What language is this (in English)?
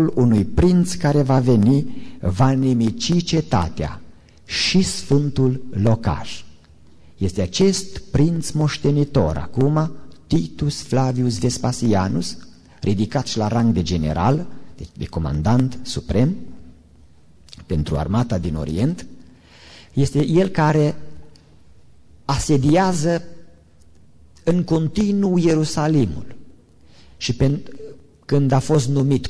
Romanian